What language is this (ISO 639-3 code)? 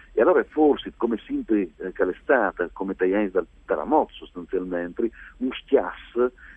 fur